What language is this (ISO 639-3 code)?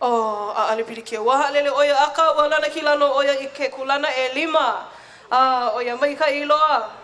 haw